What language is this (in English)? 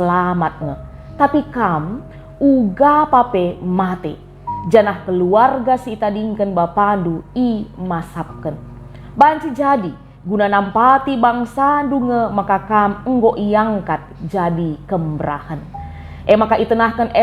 Batak Karo